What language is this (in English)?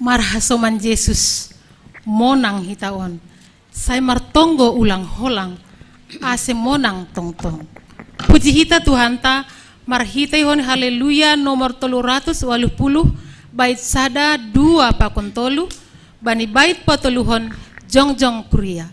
Batak Simalungun